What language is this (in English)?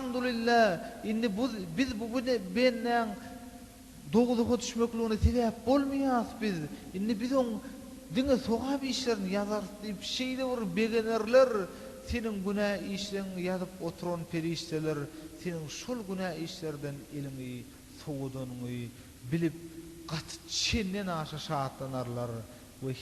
Turkmen